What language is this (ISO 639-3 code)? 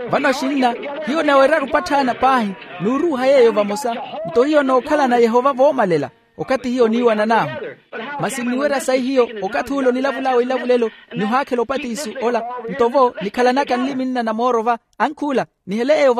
vmw